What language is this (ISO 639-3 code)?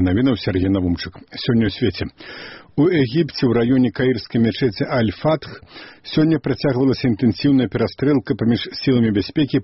bel